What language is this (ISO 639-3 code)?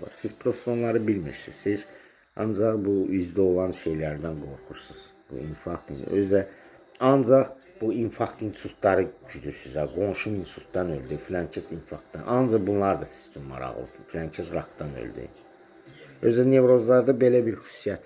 aze